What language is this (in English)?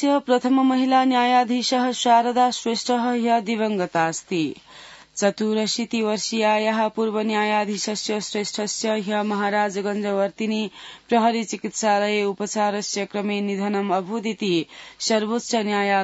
Sanskrit